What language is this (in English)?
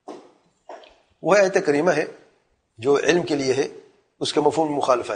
Urdu